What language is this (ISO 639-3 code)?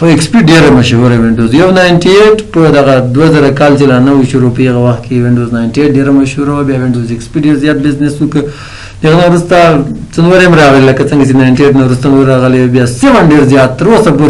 pus